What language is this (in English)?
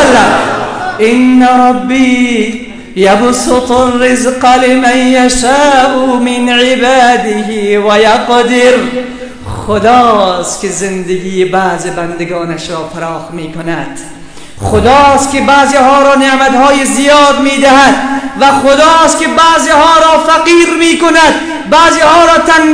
Persian